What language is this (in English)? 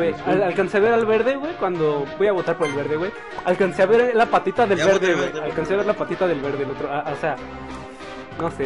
Spanish